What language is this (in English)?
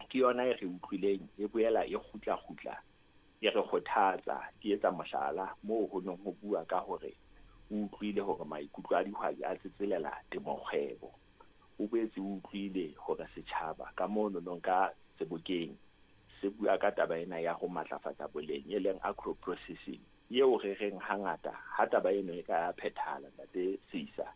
Southern Sotho